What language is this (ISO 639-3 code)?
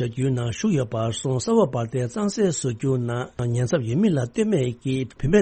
bod